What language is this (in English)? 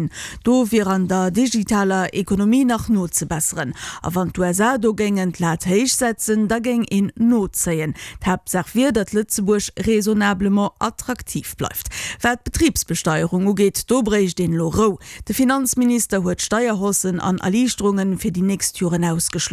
Luxembourgish